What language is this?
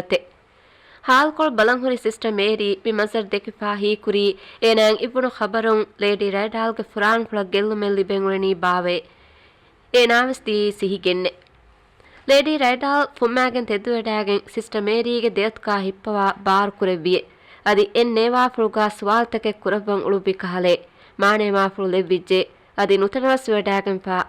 Divehi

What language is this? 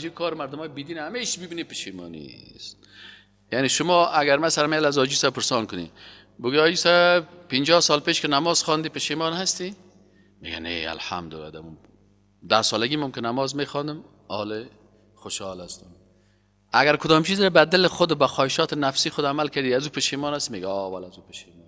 Persian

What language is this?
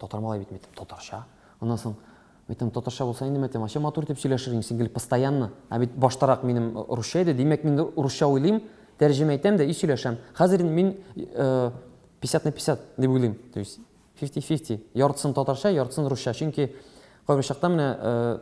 Tatar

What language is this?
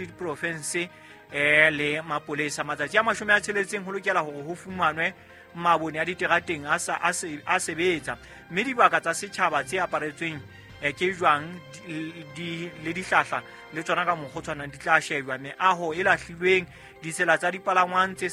Southern Sotho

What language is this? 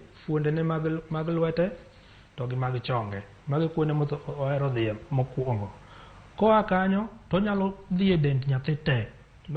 Luo (Kenya and Tanzania)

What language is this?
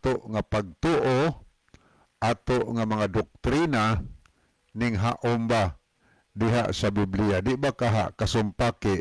Cebuano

